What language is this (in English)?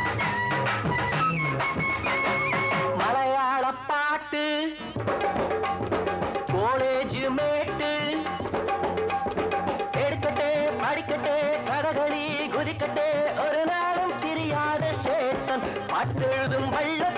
Tamil